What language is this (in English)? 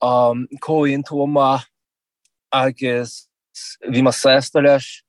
Irish